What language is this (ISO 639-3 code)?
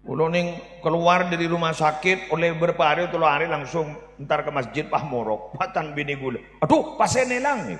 mad